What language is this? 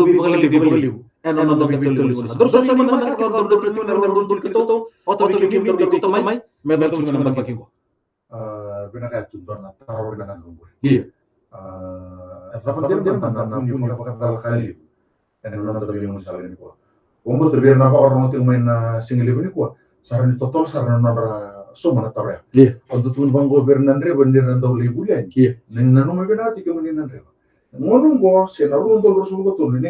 Fijian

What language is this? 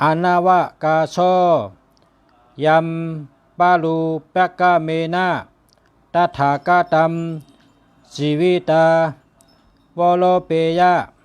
Shan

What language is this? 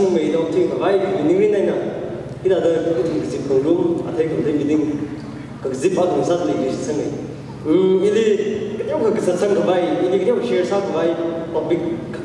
Tangkhul Naga (India)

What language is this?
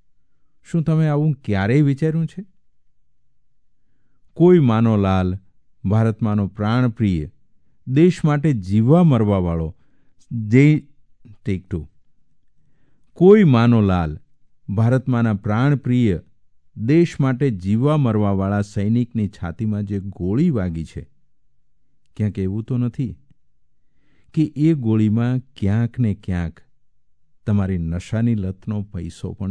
Gujarati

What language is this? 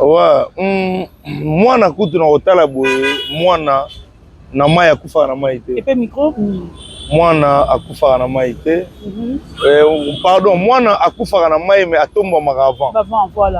Lingala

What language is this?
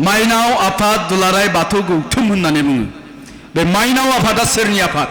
Bodo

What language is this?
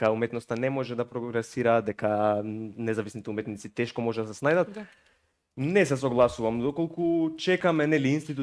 Macedonian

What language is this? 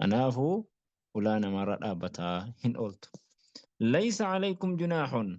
Oromo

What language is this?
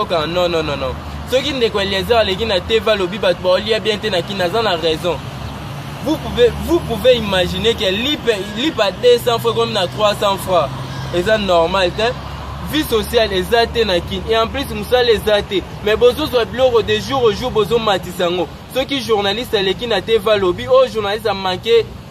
Lingala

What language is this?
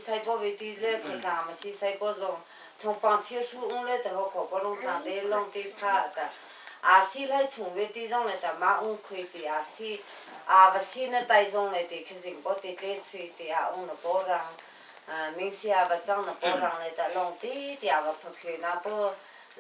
Hakha Chin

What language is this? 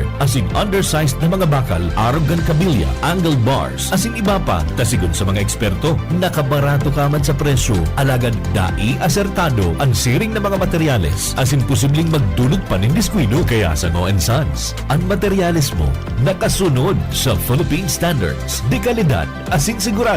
Bikol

